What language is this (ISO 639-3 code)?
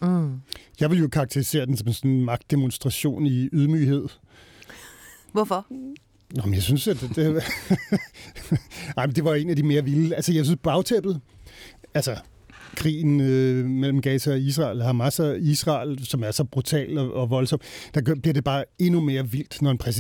dan